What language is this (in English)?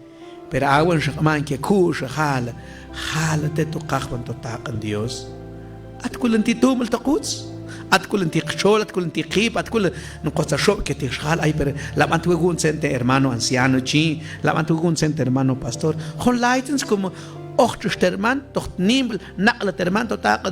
Mam